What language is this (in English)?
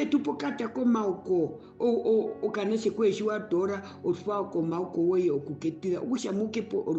Herero